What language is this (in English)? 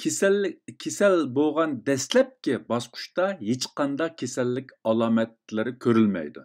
Uyghur